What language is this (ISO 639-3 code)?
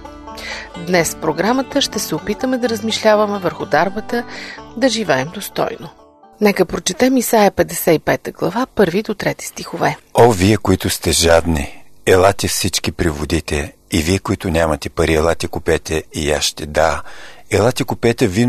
bul